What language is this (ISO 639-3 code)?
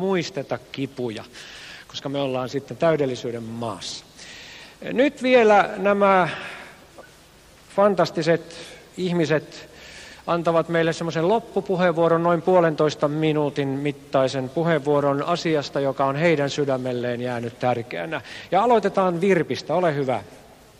fin